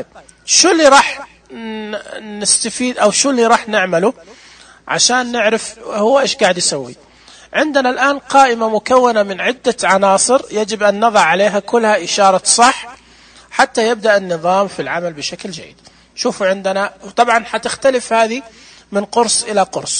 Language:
Najdi Arabic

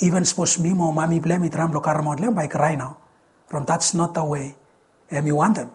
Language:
Bislama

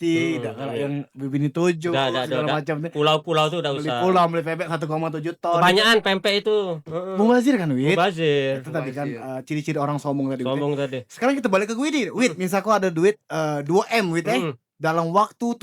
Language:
Musi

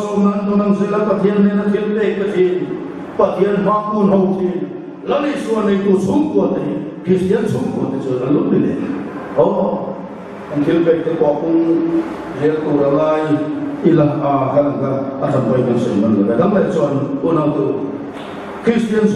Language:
Mizo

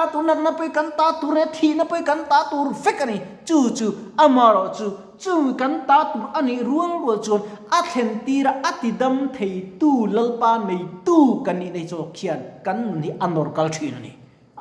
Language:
Mizo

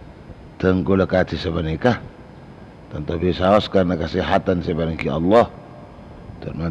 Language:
Madurese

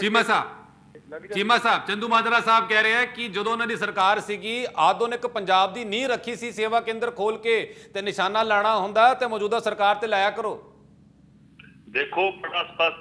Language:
Punjabi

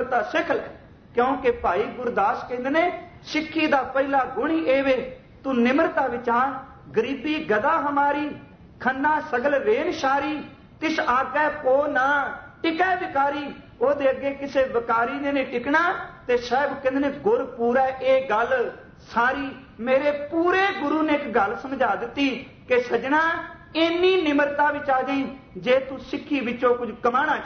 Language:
Punjabi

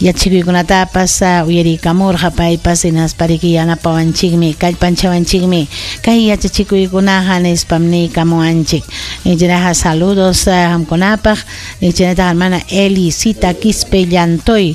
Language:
Ayacucho Quechua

